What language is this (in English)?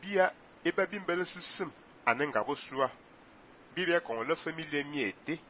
Fang